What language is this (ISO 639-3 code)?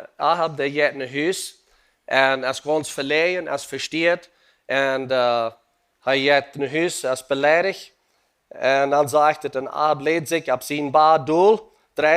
pdt